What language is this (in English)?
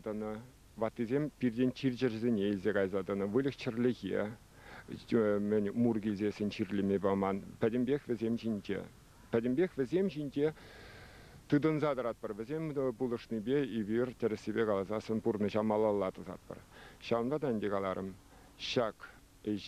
Chuvash